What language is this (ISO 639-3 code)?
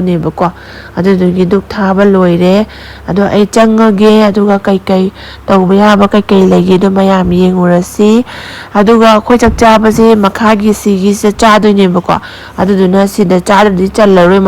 mni